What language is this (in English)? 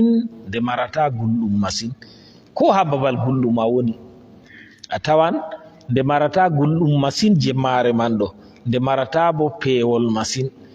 Fula